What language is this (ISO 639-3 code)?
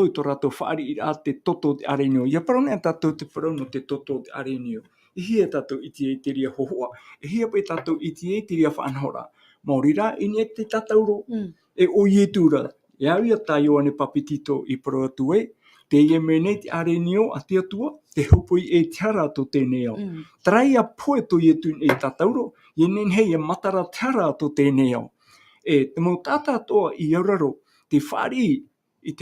tah